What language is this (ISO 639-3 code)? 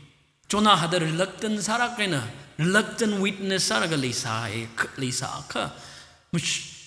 nmf